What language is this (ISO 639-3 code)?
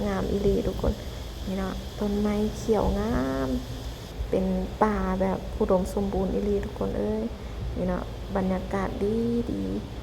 lao